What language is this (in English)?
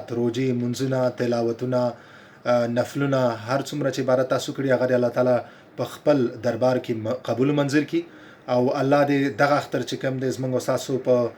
Pashto